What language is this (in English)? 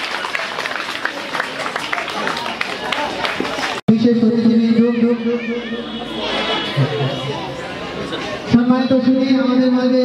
Bangla